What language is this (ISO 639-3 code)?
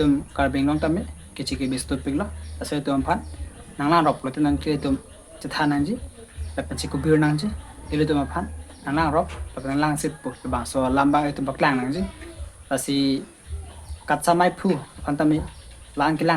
mjw